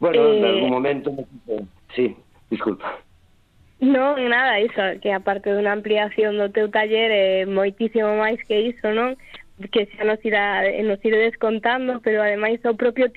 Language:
Galician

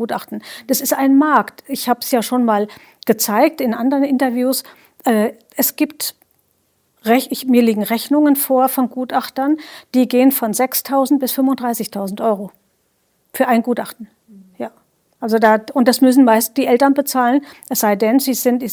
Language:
German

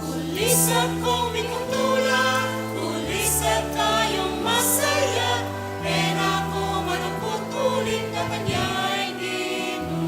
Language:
Pampanga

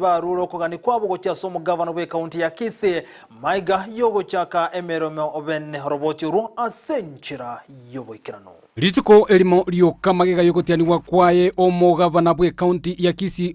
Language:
Gusii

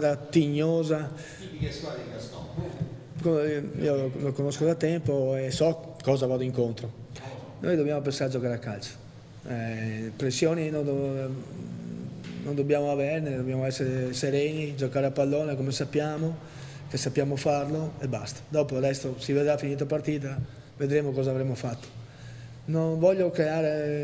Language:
Italian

